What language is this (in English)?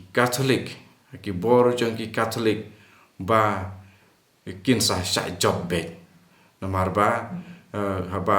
Khasi